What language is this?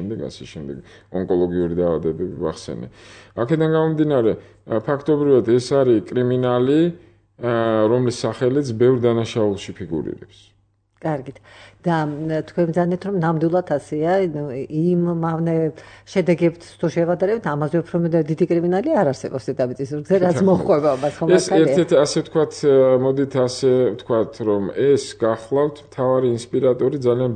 Georgian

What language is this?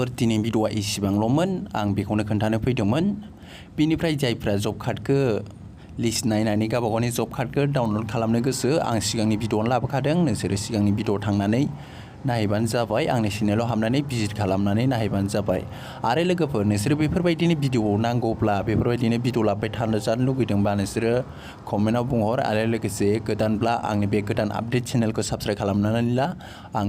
Bodo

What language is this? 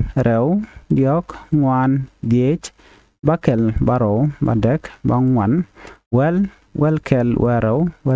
Nuer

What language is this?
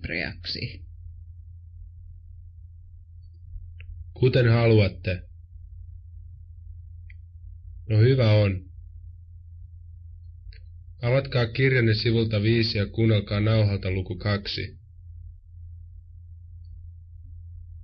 Finnish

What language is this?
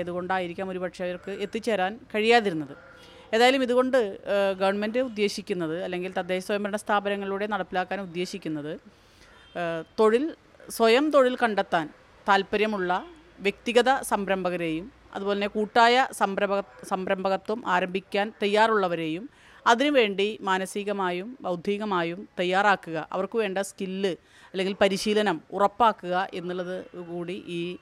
Malayalam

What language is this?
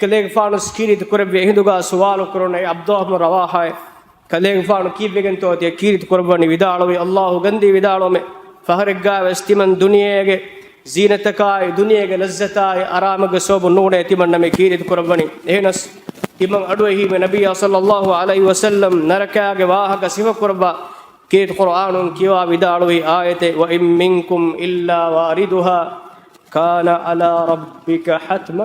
Divehi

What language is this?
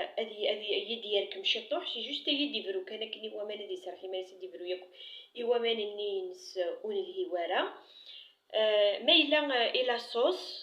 Kabyle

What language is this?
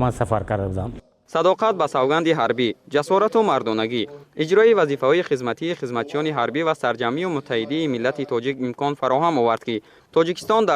Tajik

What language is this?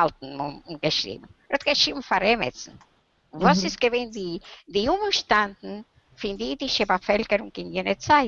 Yiddish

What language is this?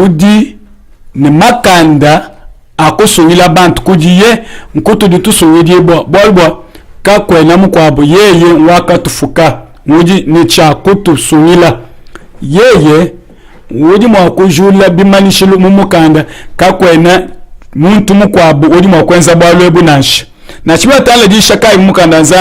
Luba-Lulua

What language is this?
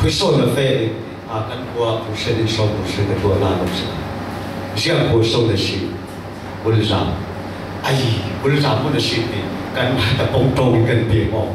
Falam Chin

